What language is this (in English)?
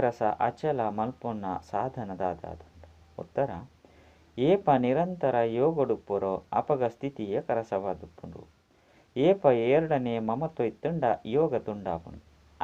Tulu